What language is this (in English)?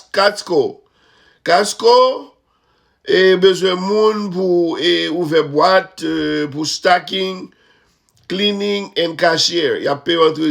Haitian Creole